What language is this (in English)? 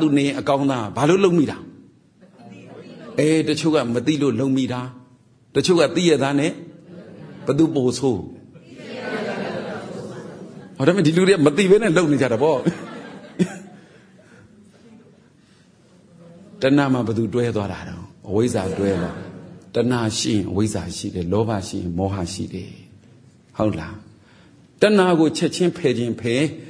Burmese